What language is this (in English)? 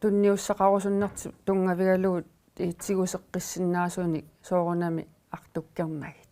Kalaallisut